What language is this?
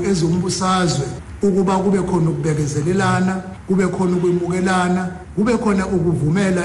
Xhosa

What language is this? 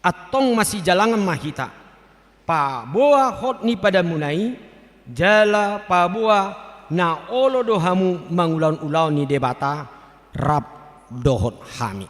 Batak Toba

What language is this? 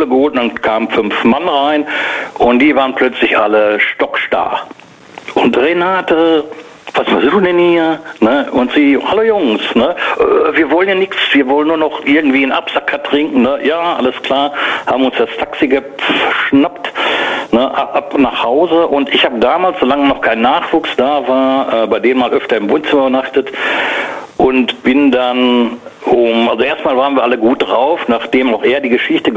German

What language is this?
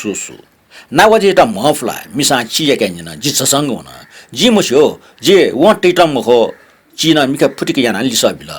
Newari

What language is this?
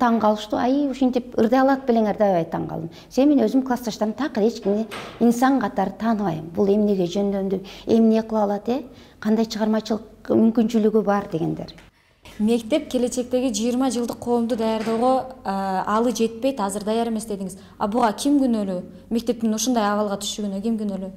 Kyrgyz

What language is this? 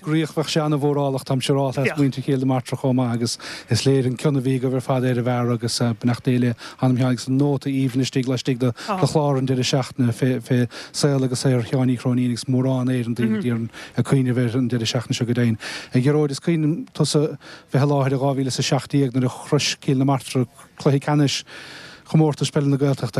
Irish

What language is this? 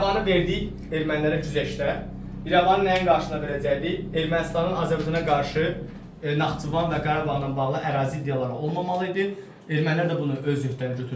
Azerbaijani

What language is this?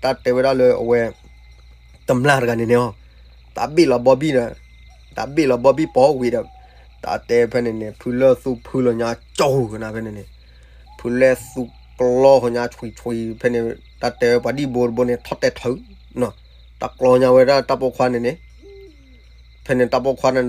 S'gaw Karen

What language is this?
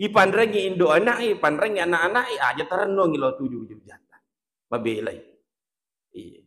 Buginese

